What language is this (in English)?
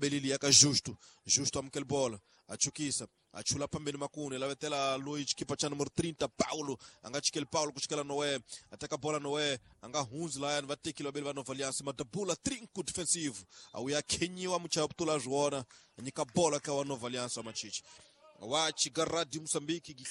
Tsonga